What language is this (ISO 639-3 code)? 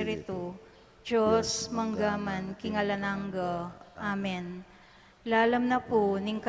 pam